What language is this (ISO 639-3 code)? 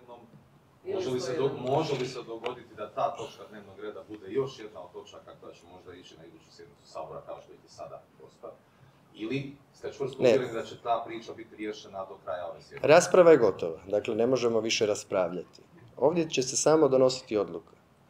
hrv